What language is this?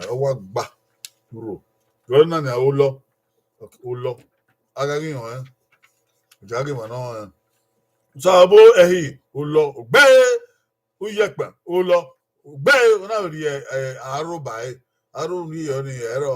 Bini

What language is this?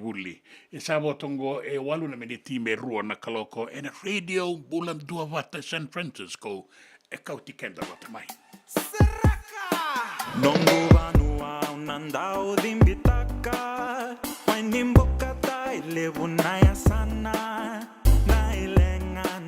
Fijian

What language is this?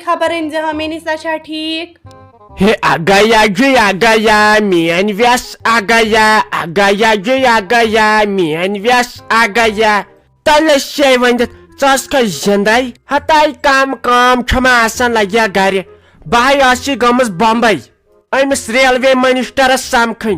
Kashmiri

